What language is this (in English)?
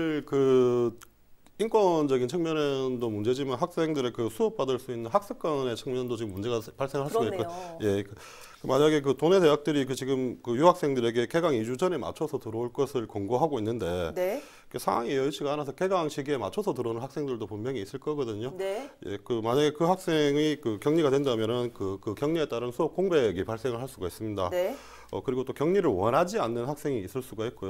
Korean